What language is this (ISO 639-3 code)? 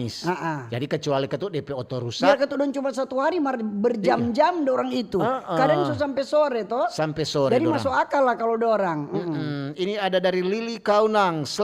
xmm